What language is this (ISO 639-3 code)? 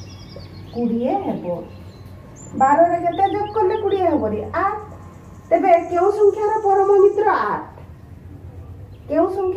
ori